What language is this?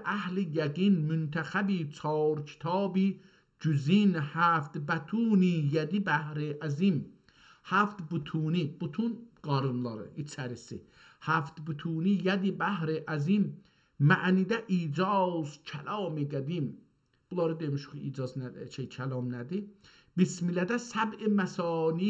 South Azerbaijani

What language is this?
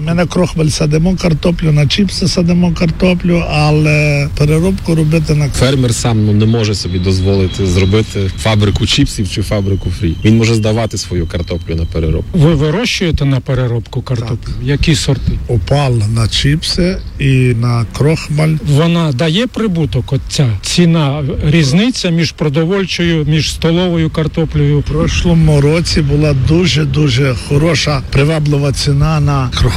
Ukrainian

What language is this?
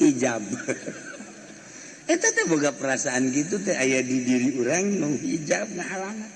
Sundanese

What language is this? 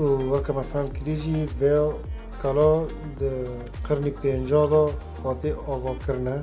Kurdish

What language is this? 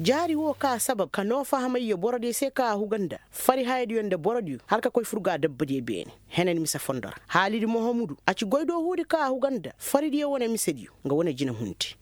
Koyraboro Senni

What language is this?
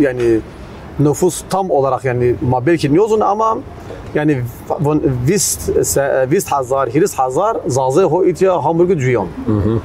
Zaza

